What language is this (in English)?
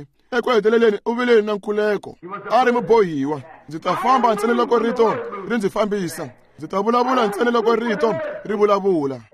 Tsonga